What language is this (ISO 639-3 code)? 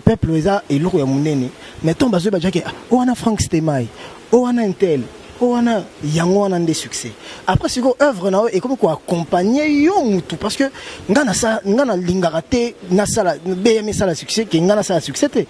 lin